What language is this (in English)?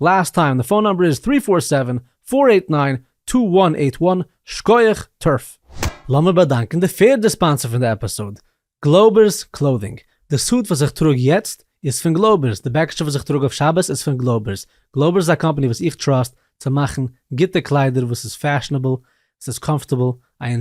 Yiddish